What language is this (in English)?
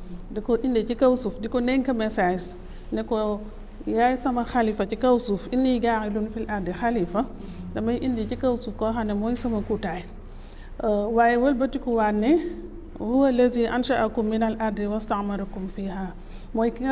Wolof